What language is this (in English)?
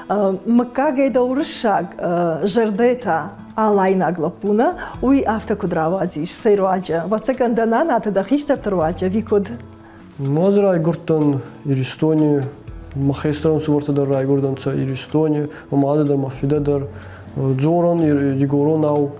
Ossetic